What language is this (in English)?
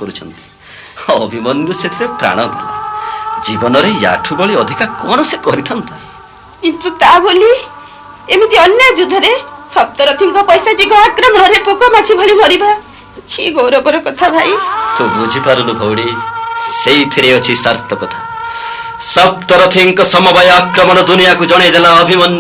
Odia